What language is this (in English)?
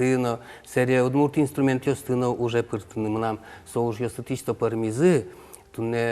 Udmurt